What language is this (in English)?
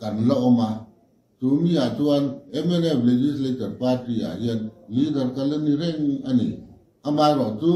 Mizo